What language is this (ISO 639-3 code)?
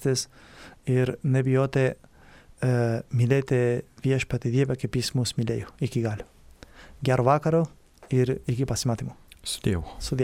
lit